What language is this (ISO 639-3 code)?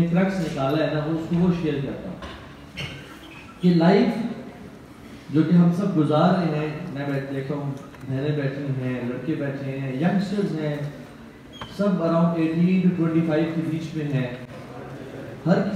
urd